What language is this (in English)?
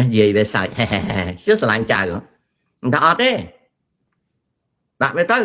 Khmer